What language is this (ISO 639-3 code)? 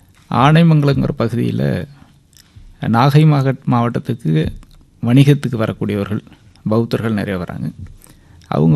tam